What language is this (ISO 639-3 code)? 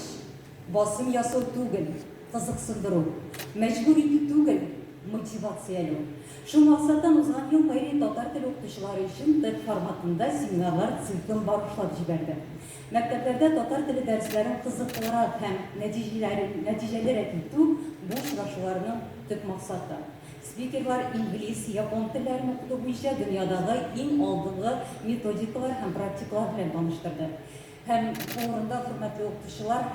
tat